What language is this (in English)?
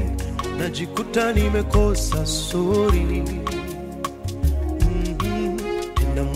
Swahili